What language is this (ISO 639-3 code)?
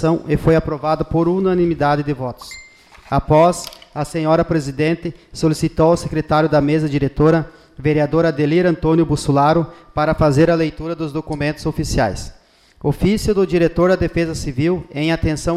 por